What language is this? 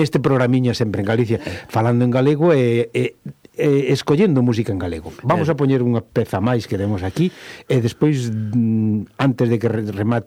Galician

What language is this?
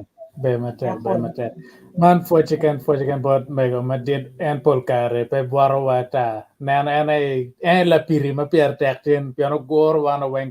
Acoli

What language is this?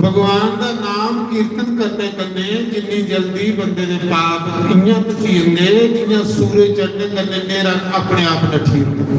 Dogri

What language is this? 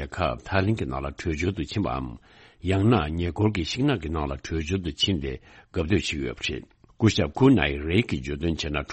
Tibetan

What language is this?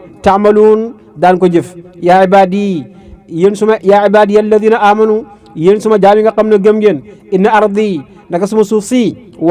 Wolof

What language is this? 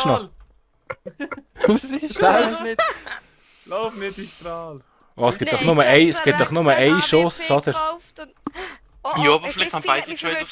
Swiss German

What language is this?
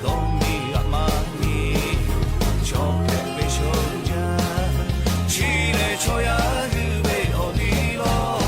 Lahu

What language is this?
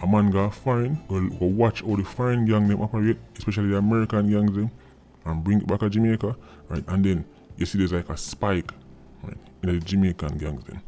Jamaican Creole English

